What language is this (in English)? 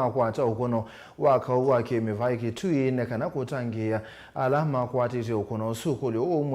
Kamba